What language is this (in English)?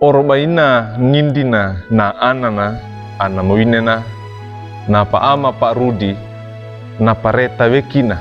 Wejewa